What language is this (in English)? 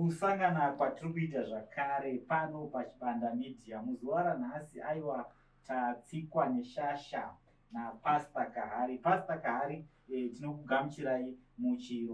Shona